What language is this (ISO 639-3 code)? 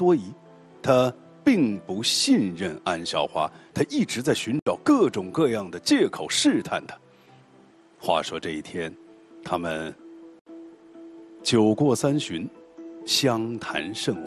zho